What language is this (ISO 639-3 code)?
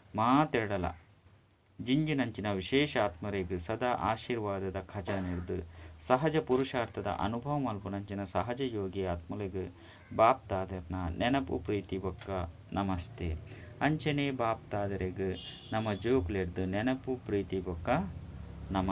tcy